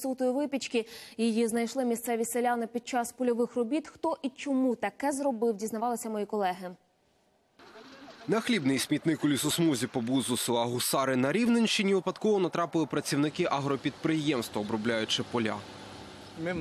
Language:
Ukrainian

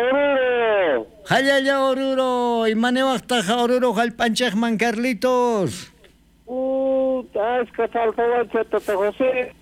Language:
South Bolivian Quechua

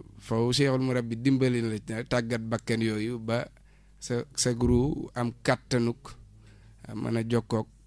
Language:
Wolof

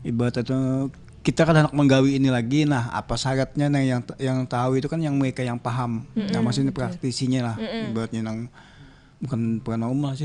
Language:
Banjar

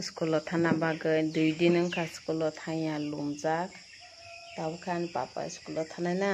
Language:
Kok Borok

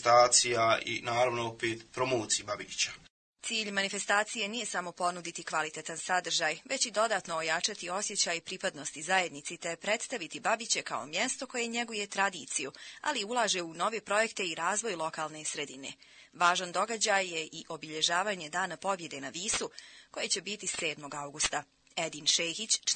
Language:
Bosnian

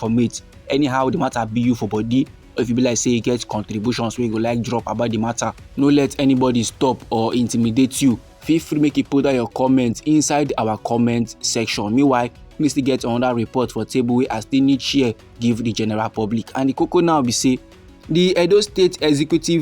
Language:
Nigerian Pidgin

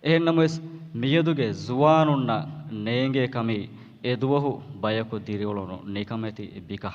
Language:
Divehi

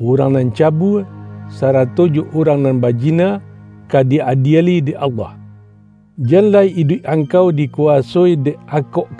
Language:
Minangkabau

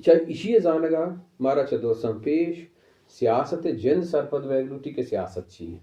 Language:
Baluchi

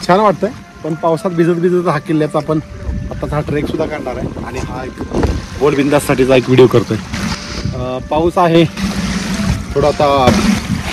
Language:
Marathi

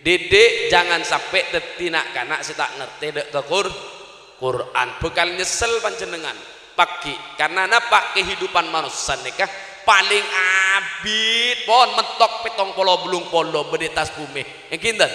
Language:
Madurese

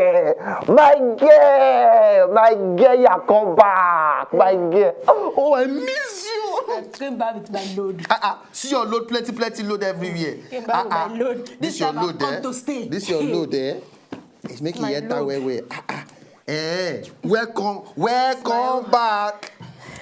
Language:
Nigerian Pidgin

